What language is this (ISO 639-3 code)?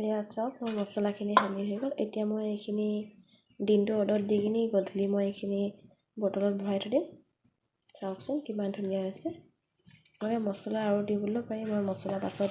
asm